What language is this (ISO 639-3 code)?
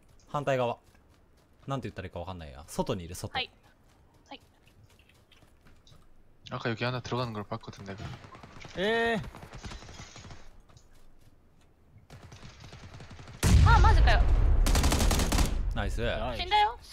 jpn